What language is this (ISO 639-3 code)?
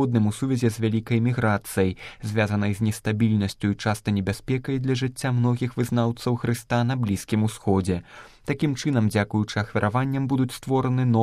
bel